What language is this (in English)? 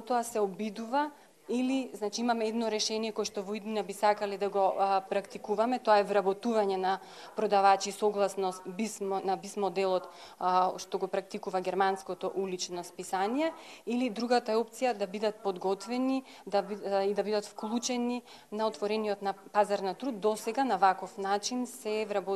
Macedonian